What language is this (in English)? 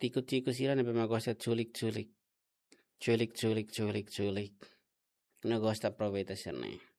Tetum